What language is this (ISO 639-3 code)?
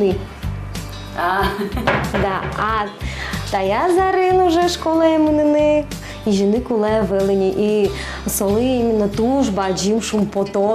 udm